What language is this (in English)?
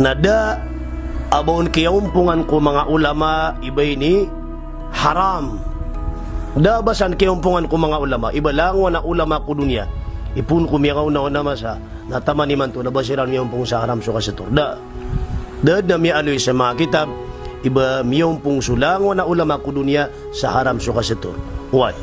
Maranao